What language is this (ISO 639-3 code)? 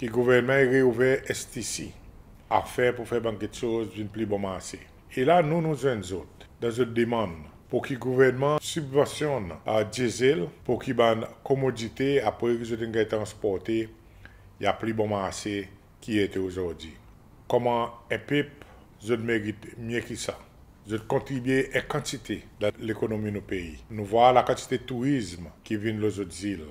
crs